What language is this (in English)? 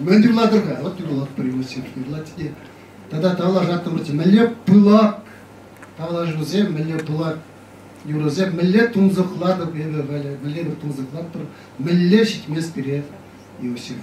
Chuvash